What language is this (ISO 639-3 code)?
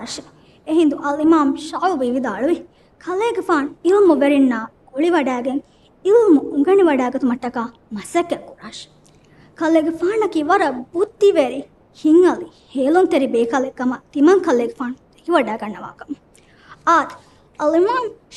div